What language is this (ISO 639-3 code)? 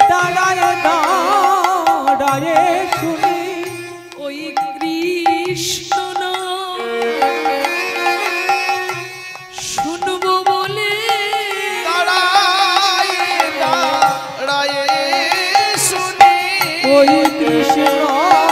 ben